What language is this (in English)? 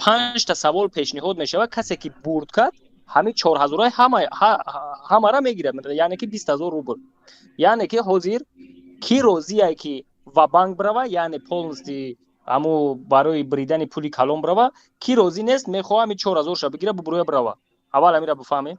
Tajik